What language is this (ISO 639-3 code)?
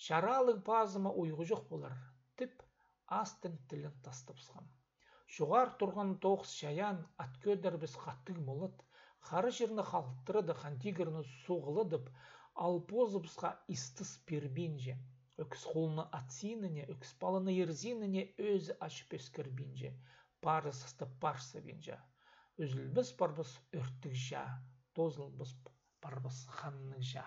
kjh